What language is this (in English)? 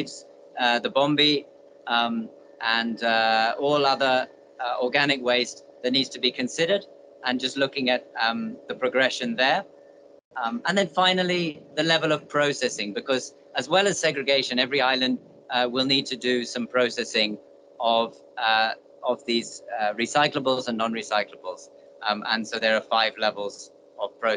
Divehi